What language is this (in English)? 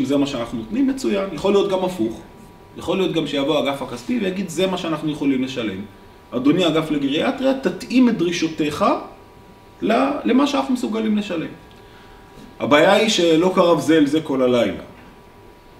Hebrew